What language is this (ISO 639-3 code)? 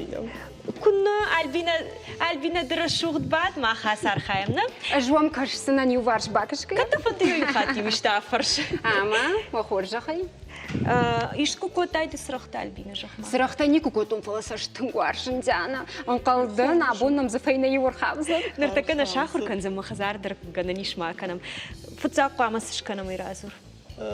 oss